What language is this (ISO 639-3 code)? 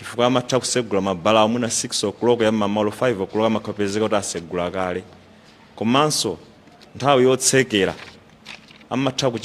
nya